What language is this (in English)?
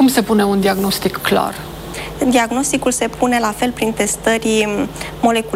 Romanian